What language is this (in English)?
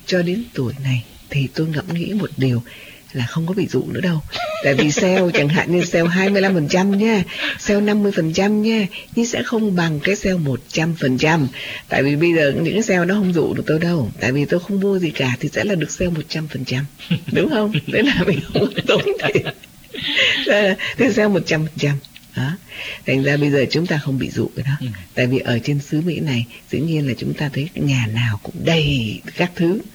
Vietnamese